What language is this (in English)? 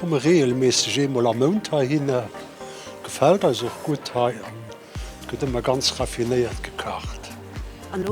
Luxembourgish